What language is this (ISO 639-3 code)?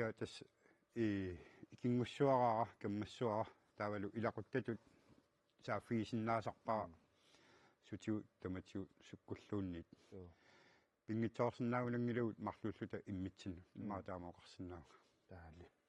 kal